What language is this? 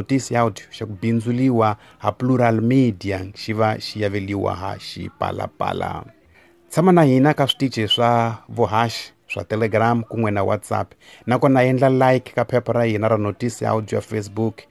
Tsonga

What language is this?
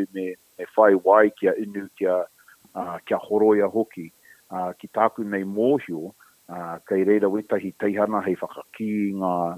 Māori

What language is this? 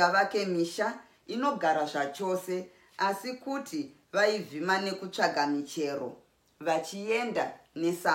Shona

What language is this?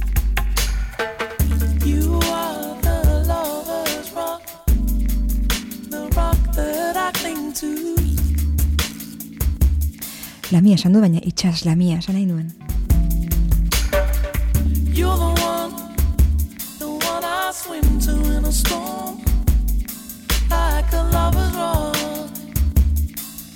Basque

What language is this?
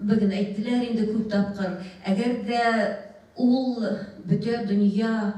Bashkir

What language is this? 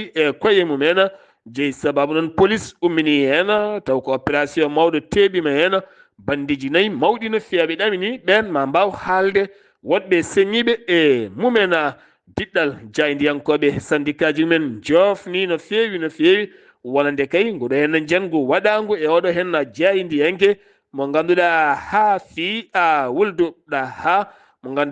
Fula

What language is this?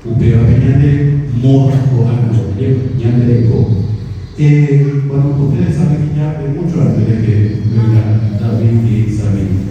Guarani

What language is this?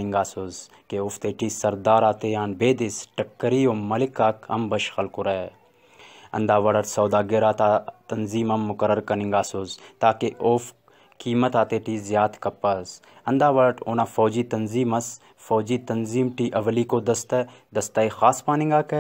Brahui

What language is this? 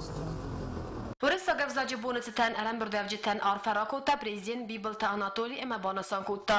Ossetic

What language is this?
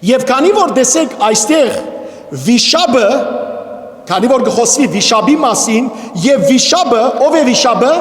Western Armenian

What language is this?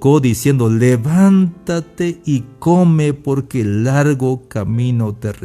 Tzeltal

